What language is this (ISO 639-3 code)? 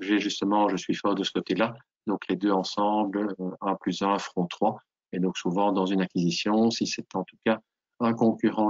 fra